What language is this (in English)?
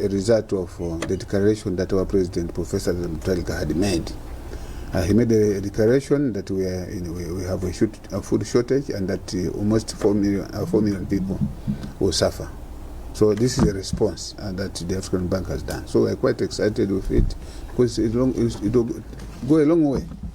English